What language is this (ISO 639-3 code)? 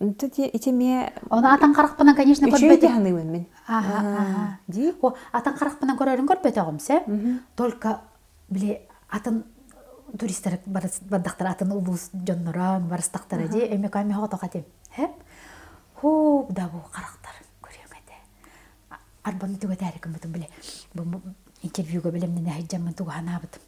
sah